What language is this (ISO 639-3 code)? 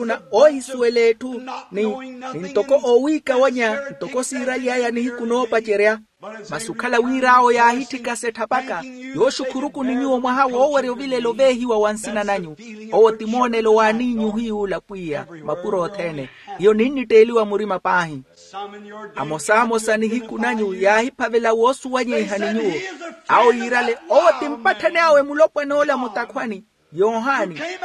vmw